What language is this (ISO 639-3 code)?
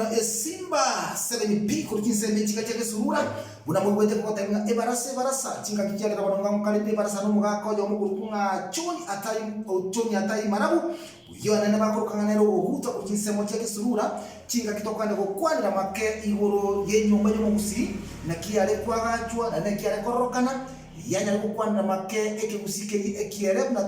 guz